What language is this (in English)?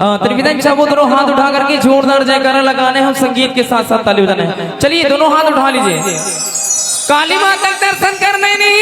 Chhattisgarhi